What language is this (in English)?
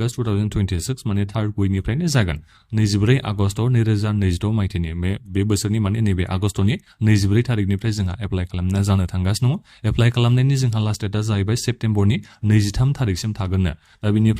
Bodo